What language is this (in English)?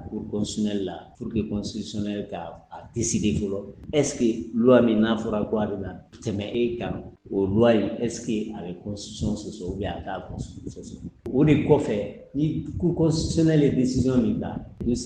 Bambara